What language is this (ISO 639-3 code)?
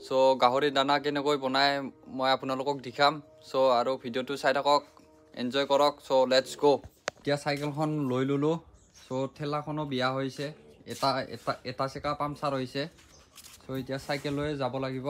asm